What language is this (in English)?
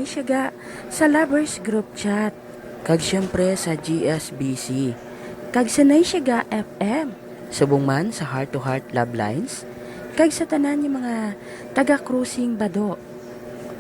Hiligaynon